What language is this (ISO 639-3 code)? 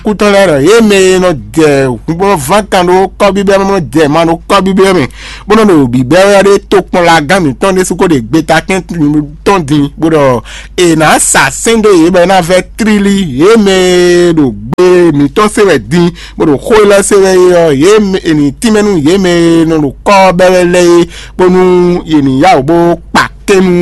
fon